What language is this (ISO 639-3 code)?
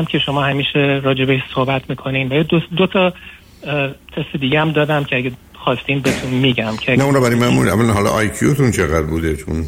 fas